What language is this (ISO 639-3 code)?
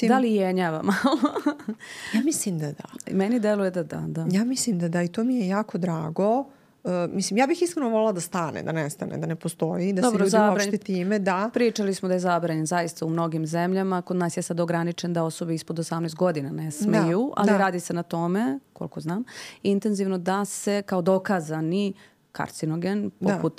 srp